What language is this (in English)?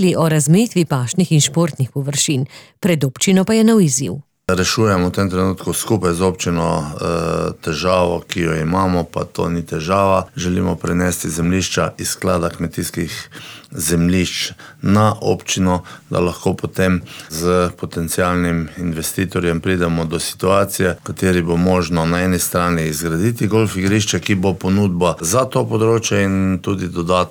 Slovenian